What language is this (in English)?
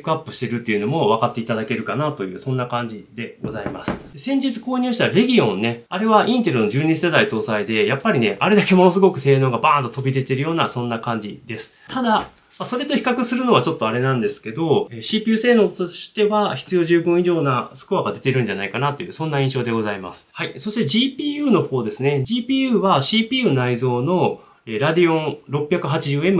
Japanese